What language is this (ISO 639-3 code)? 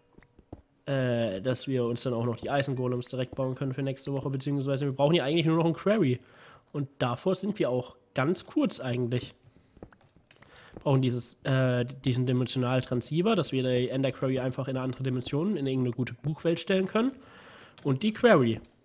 deu